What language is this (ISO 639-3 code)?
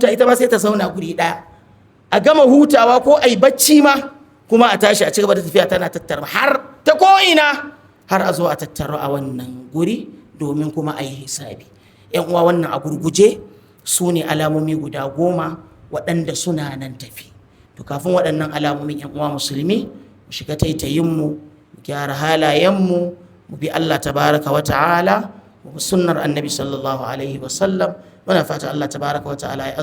hau